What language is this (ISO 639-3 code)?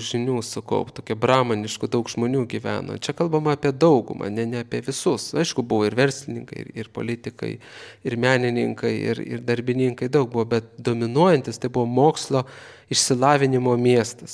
lit